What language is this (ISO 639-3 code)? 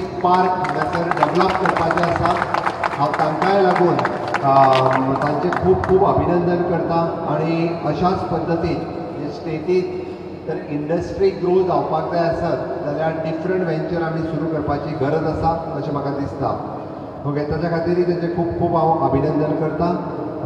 kok